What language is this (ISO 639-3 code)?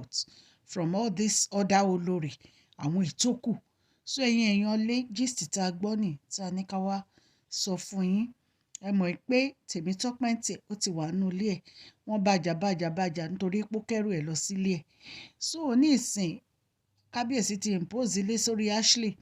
yor